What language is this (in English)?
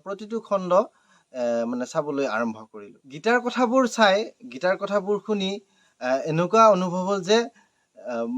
Assamese